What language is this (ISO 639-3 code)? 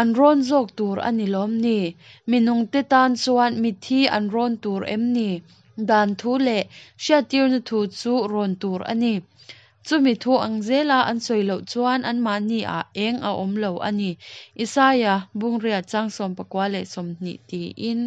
lus